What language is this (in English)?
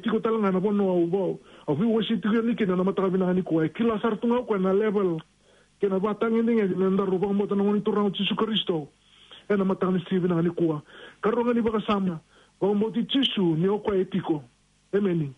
Fijian